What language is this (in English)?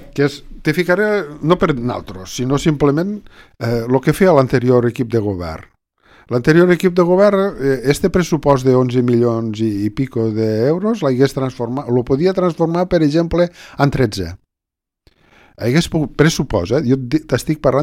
Catalan